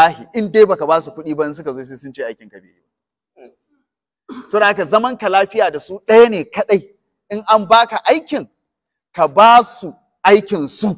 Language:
Hausa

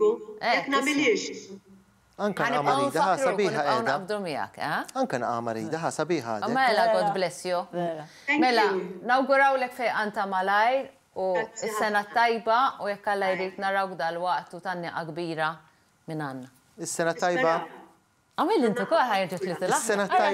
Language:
Maltese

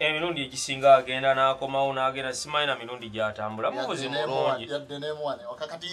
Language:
Ganda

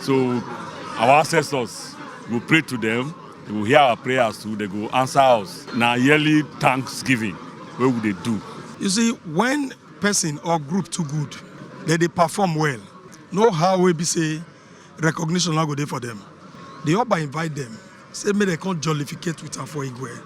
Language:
Nigerian Pidgin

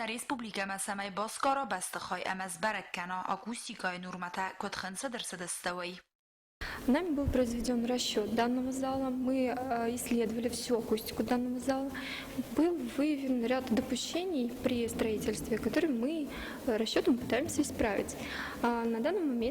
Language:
Ossetic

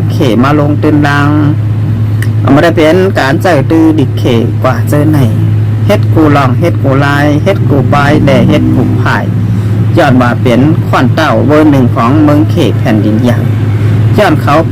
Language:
Shan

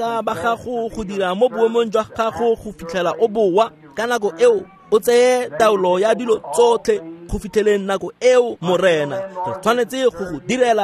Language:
Tswana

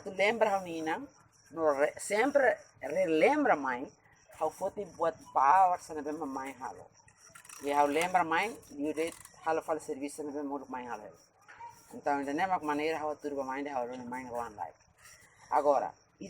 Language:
Tetum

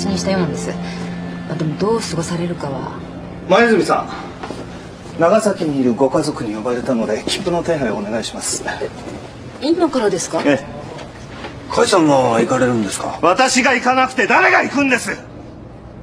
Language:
Japanese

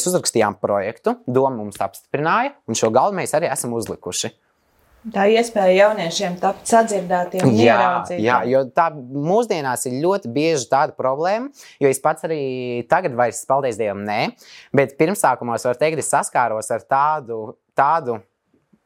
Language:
Latvian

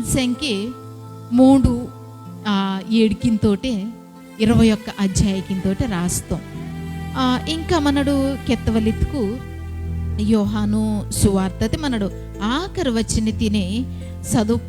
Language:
Koya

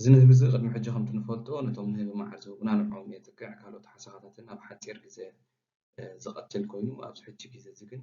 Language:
Tigrinya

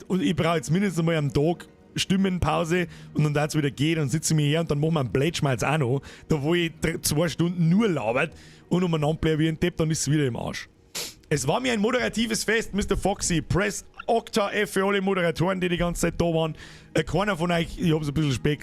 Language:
Bavarian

